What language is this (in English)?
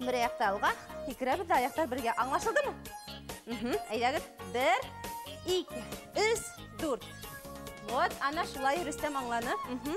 Bashkir